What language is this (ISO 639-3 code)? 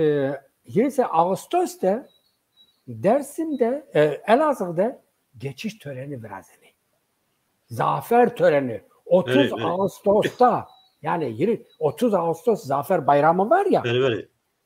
zza